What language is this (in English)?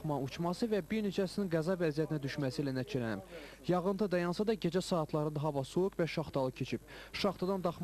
Azerbaijani